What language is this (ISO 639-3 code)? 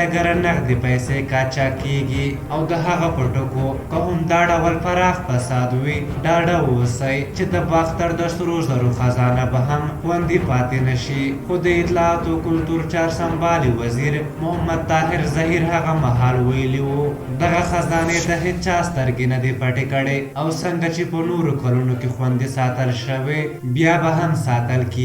pus